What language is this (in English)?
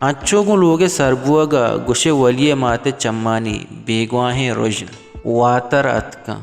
Baluchi